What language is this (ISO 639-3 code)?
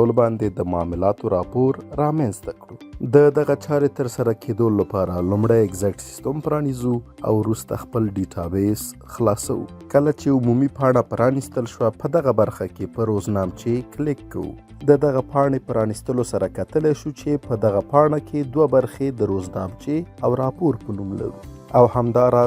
pus